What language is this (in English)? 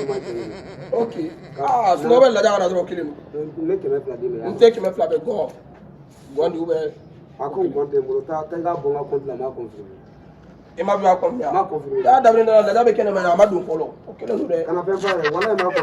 Bambara